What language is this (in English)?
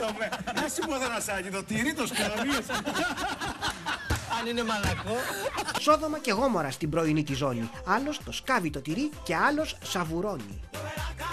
Greek